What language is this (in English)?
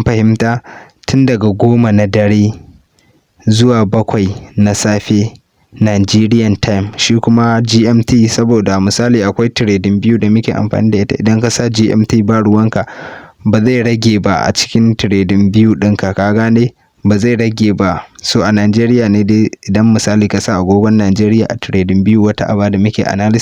Hausa